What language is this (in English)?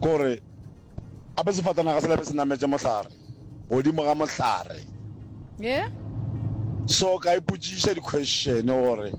Northern Sotho